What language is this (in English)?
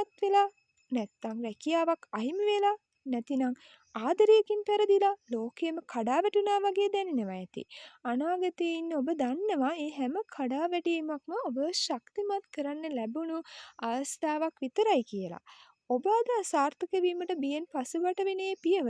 Sinhala